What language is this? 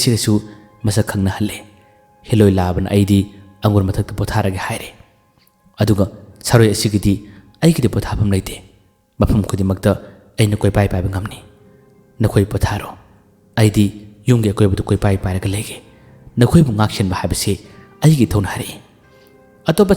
Manipuri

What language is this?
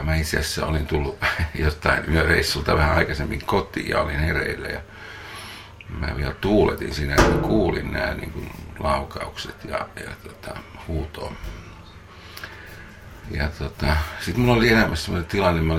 Finnish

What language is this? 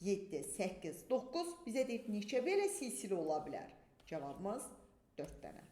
Azerbaijani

